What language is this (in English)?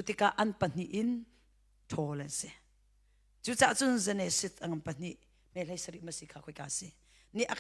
Hakha Chin